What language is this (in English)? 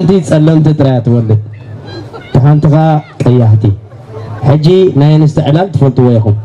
Tigrinya